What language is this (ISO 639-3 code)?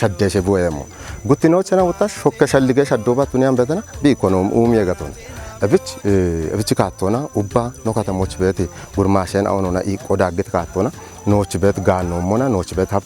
kbr